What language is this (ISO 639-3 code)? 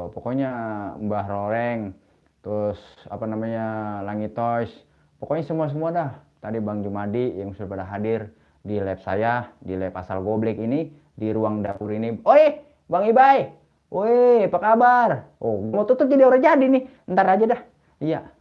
bew